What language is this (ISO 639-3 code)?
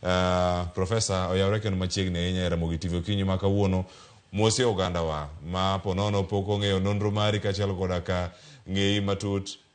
luo